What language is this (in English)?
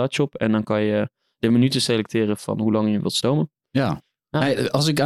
Dutch